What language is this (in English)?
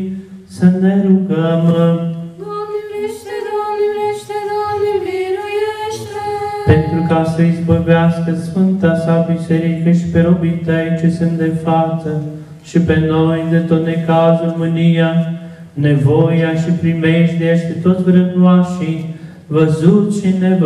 Romanian